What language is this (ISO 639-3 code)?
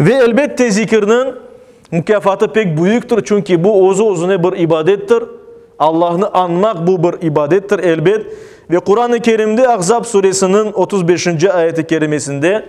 crh